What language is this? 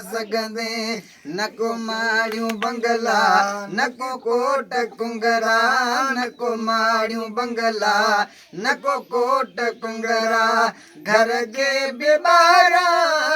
Sindhi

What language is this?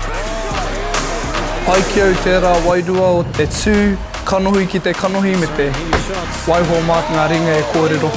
Māori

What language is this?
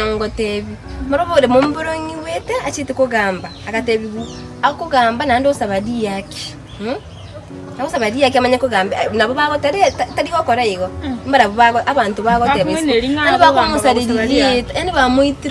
Gusii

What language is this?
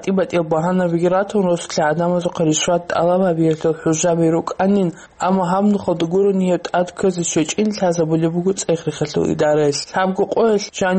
Avaric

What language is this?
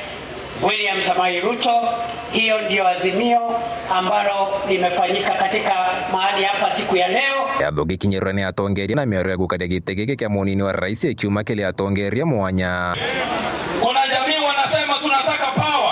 Meru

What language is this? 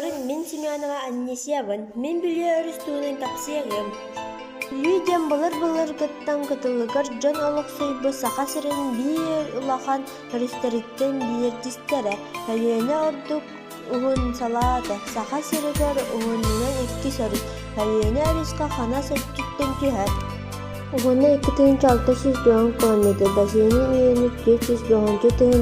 Yakut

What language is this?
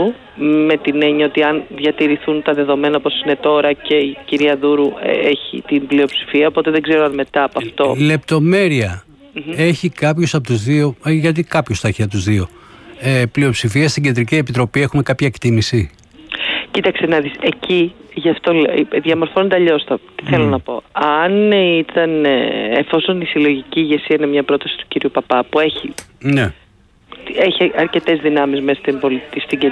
Greek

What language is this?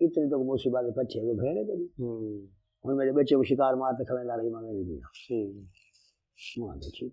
Saraiki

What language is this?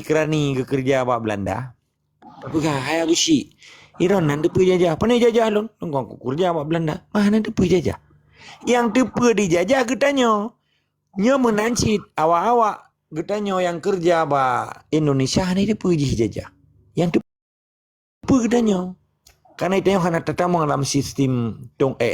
Achinese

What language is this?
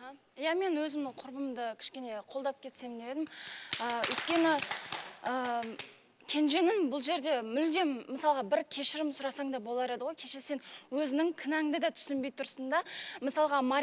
Kazakh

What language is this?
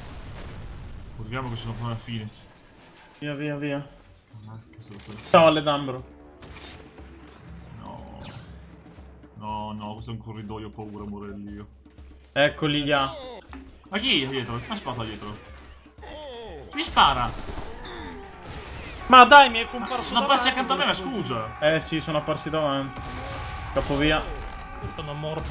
Italian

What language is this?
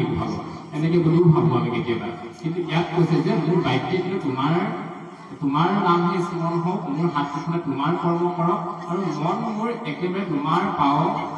Assamese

